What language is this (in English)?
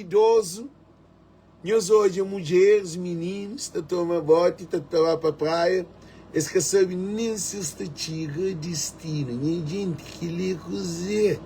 Kabuverdianu